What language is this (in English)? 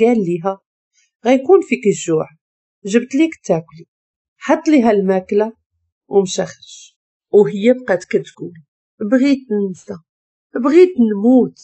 Moroccan Arabic